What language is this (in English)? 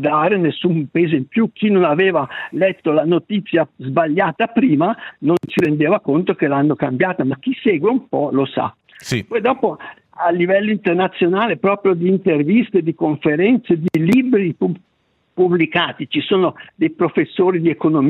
Italian